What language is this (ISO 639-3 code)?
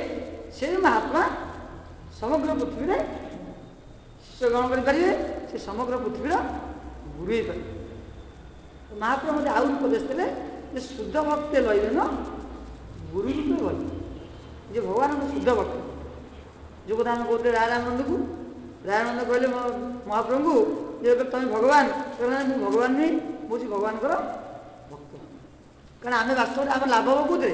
ori